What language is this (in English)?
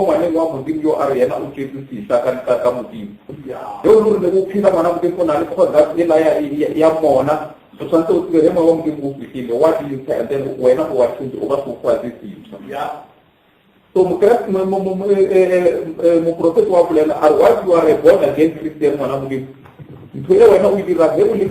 Northern Sotho